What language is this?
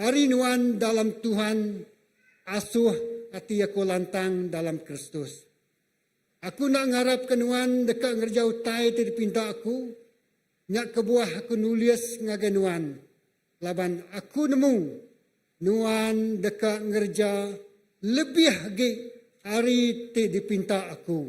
Iban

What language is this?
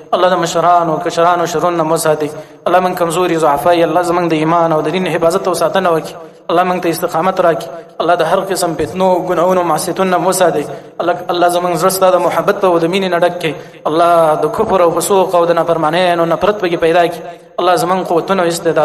Pashto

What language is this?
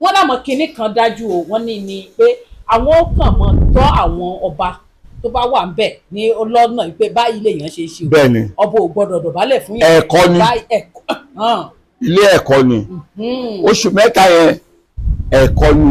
Yoruba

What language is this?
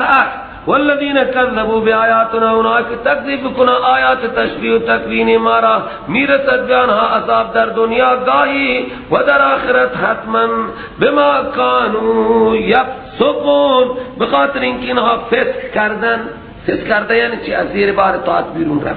Persian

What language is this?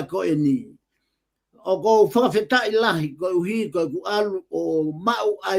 Tongan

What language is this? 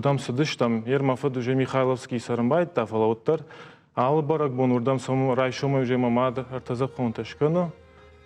Ossetic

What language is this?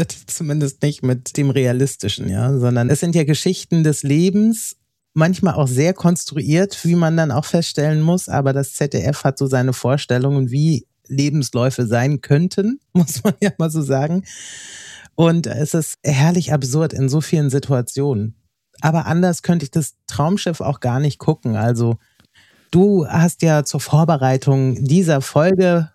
German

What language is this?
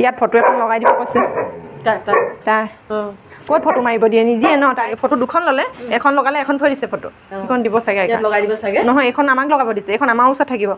Assamese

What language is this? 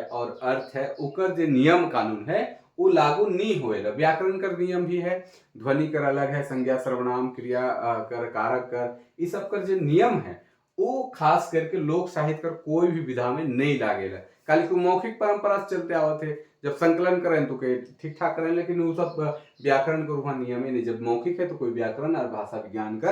Sadri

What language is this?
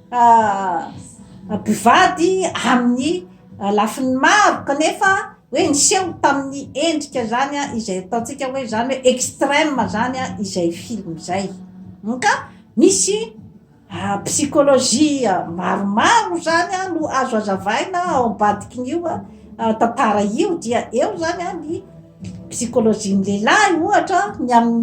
Malagasy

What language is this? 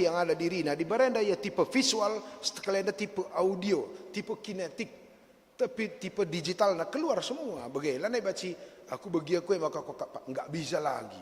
Batak Karo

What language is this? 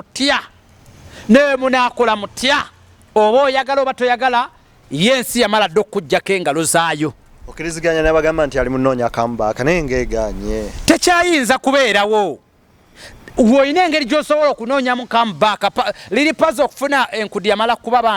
Ganda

